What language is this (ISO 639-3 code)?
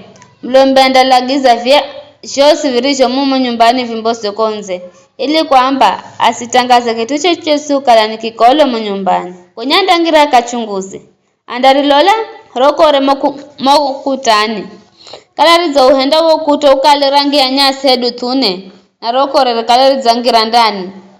nyf